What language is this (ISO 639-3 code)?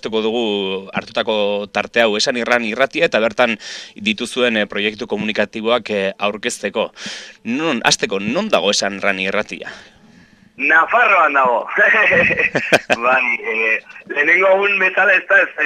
eus